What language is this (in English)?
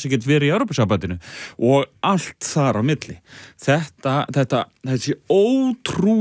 Icelandic